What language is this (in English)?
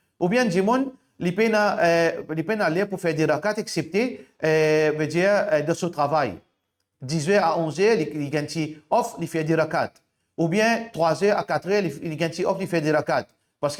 Morisyen